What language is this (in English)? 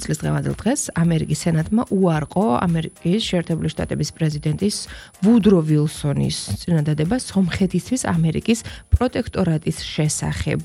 Georgian